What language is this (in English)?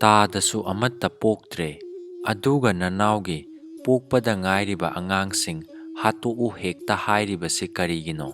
Manipuri